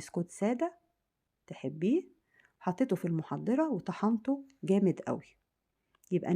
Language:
Egyptian Arabic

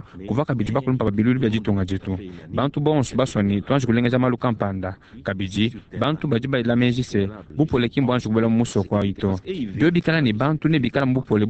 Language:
Luba-Lulua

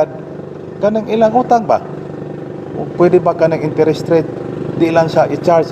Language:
Cebuano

